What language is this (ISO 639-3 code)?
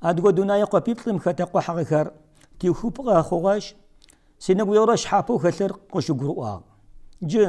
kbd